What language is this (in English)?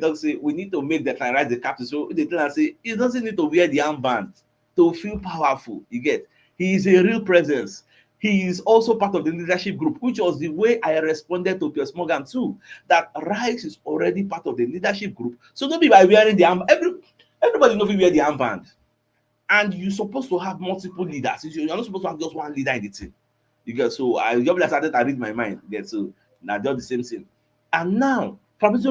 Nigerian Pidgin